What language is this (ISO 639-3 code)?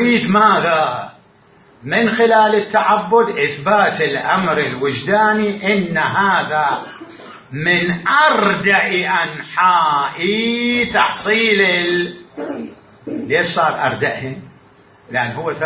acm